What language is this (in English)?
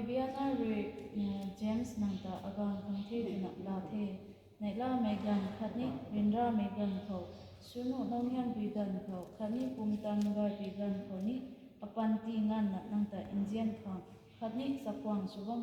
Rongmei Naga